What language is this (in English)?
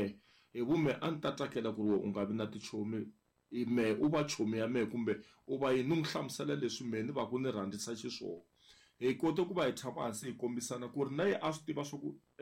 Tsonga